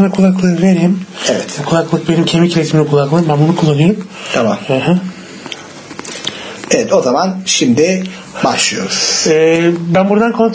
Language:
Turkish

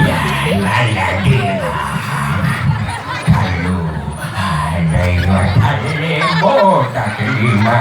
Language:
Achinese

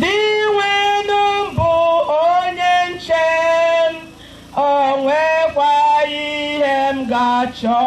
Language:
Igbo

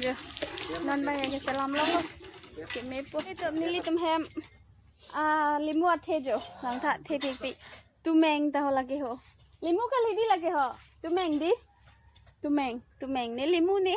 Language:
Karbi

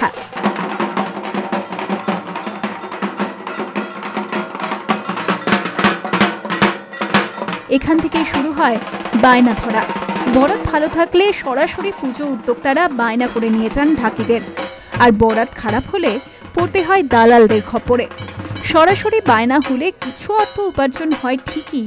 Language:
Bangla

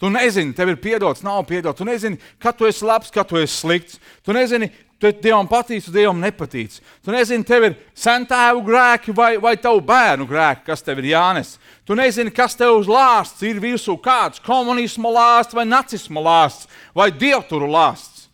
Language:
Latvian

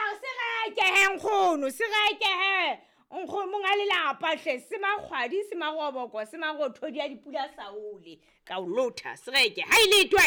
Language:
Southern Sotho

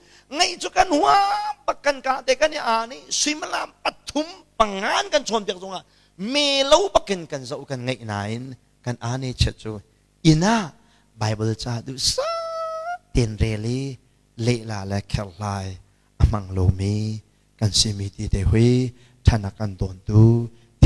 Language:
Hakha Chin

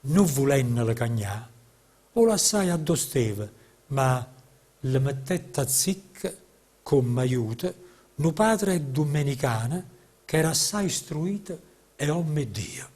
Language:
Neapolitan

